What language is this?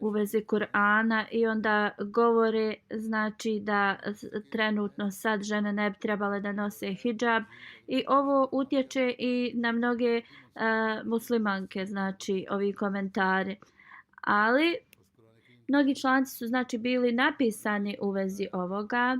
Bosnian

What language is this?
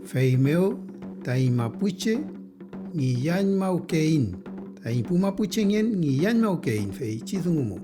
Mapuche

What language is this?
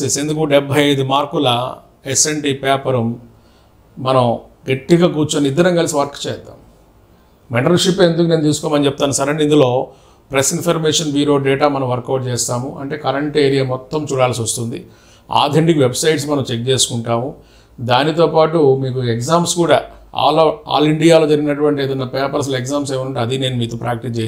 Telugu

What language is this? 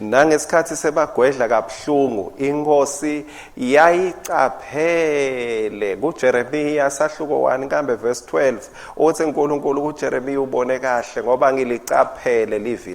Swati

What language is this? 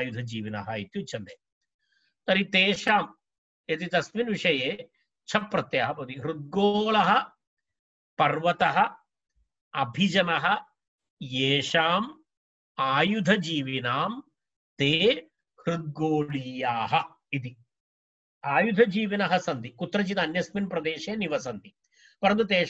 Sanskrit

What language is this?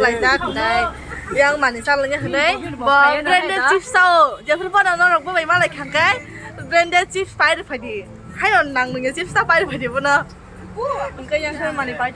Kok Borok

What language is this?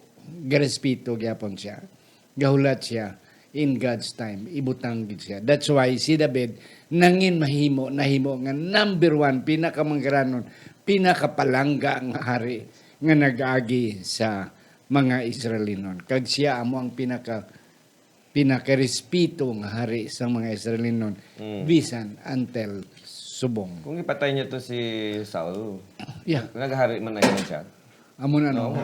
Hiligaynon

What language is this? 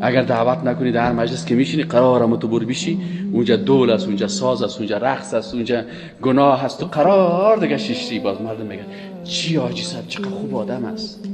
Persian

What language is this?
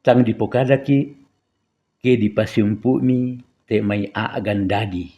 Toraja-Sa'dan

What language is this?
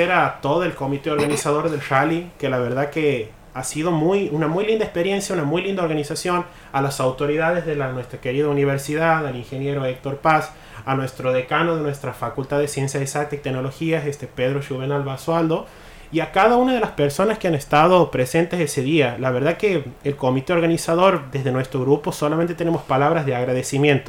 Spanish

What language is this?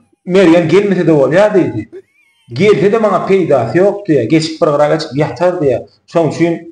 Turkmen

